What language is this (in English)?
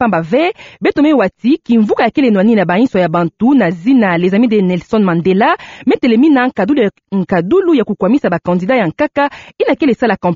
Kituba (Democratic Republic of Congo)